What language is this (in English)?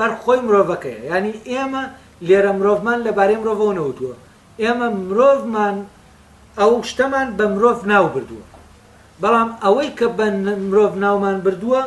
Central Kurdish